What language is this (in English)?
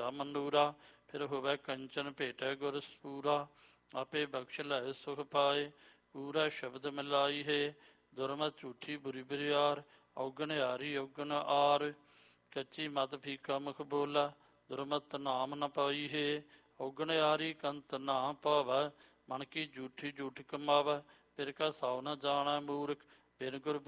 Punjabi